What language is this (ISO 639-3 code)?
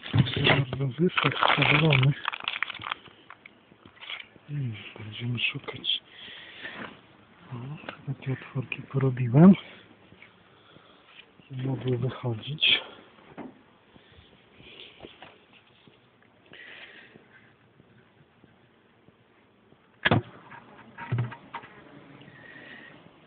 pol